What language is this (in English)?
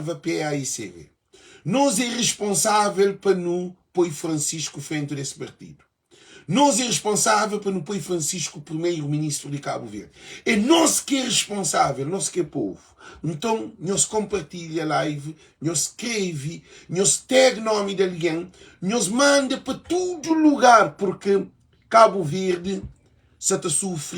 Kabuverdianu